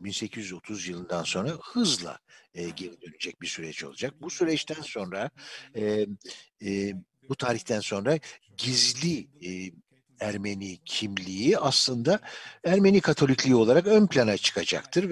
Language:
Turkish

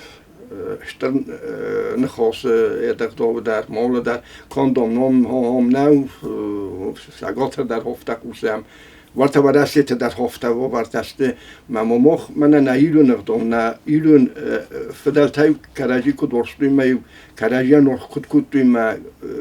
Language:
Ossetic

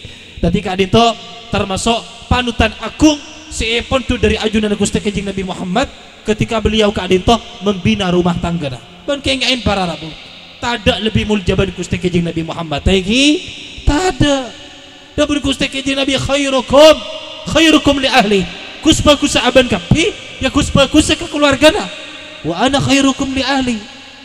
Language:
Madurese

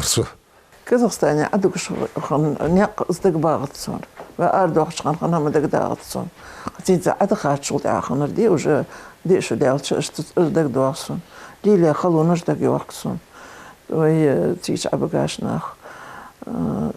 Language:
Ingush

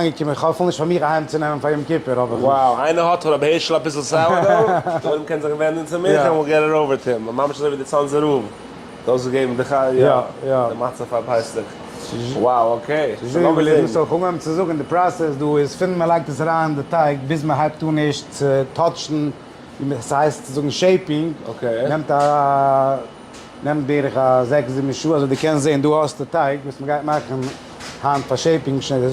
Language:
Yiddish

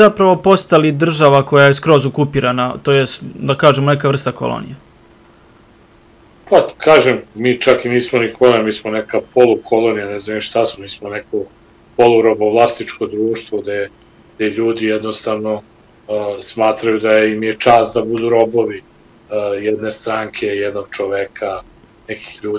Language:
Serbian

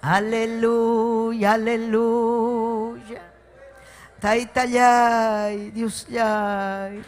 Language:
Ayacucho Quechua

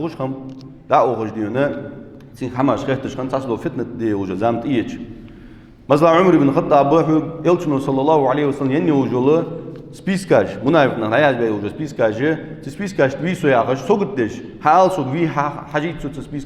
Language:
Ingush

